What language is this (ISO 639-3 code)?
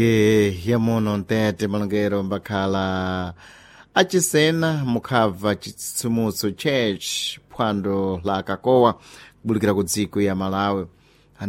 seh